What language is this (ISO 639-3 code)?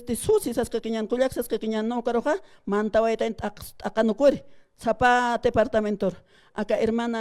aym